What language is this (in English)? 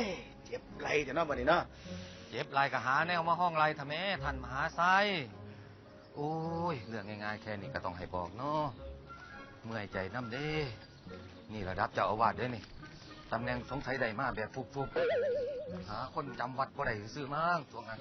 Lao